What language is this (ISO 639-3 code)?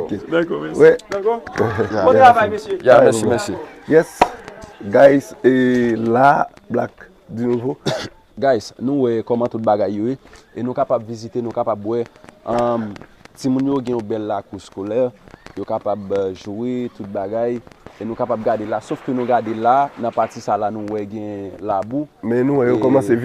hat